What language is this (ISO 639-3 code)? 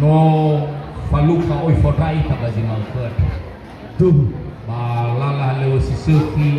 nia